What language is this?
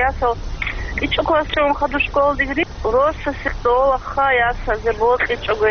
Avaric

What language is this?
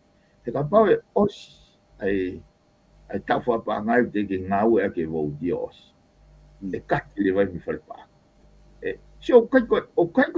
Tongan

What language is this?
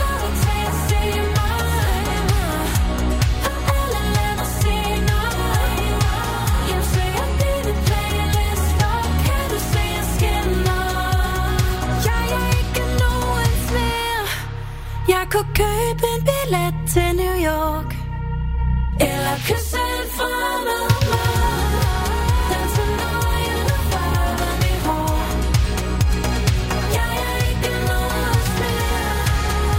Danish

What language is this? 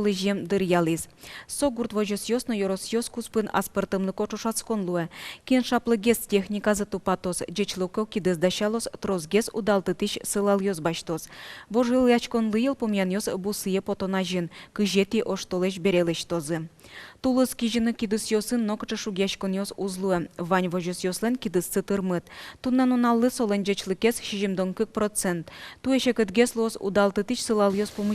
Udmurt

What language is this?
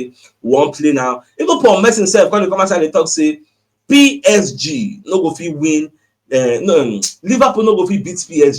Nigerian Pidgin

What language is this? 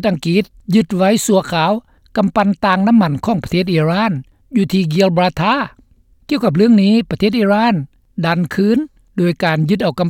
Lao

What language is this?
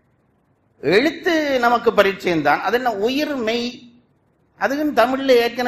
Tamil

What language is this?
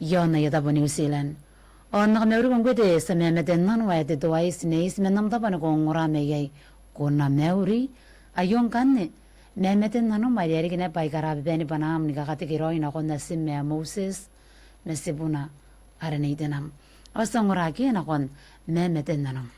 Gilbertese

